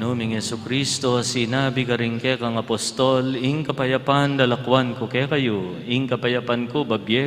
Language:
Pampanga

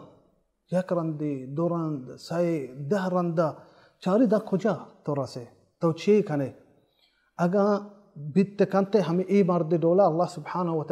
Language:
Baluchi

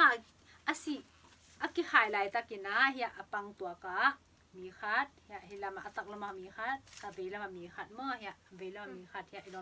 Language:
Tedim Chin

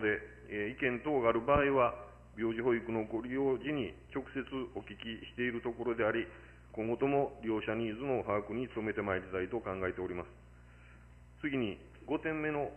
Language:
Japanese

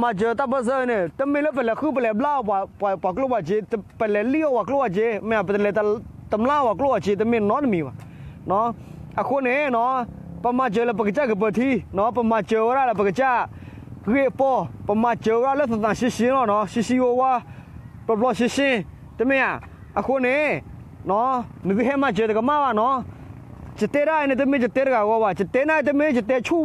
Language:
S'gaw Karen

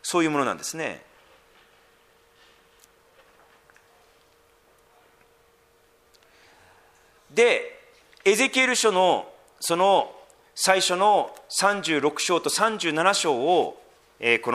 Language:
Japanese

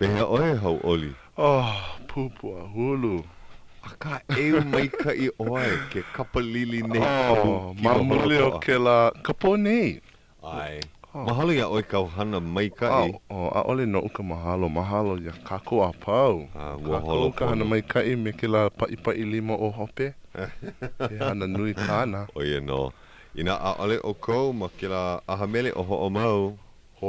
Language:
Hawaiian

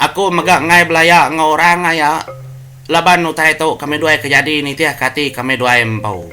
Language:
Iban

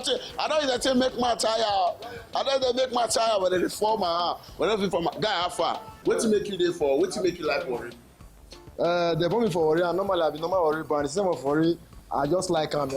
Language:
Nigerian Pidgin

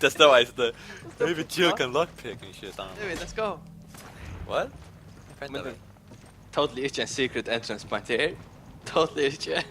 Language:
Faroese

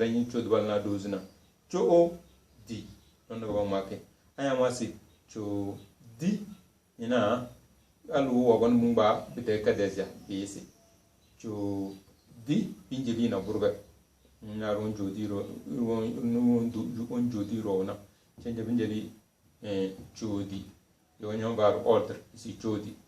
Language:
Tem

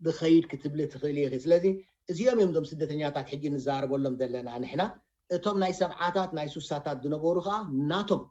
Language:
Tigrinya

